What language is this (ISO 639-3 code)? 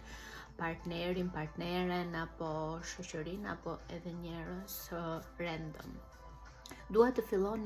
sqi